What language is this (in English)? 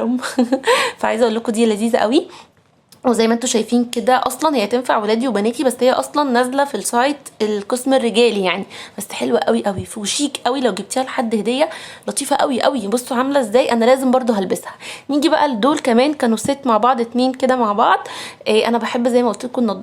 Egyptian Arabic